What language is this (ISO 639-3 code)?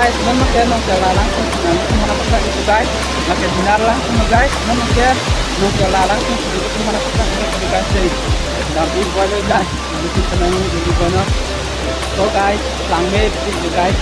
mjw